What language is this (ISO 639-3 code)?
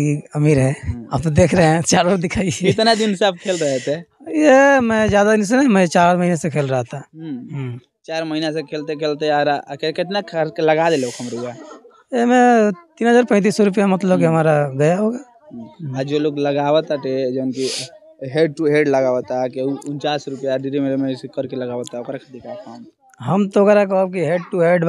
bho